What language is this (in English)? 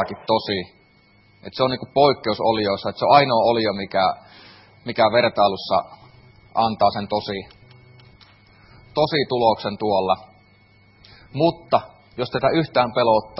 Finnish